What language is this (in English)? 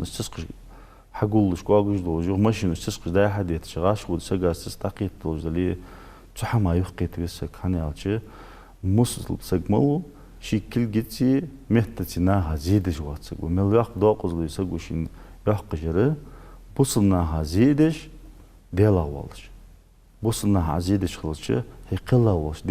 Ingush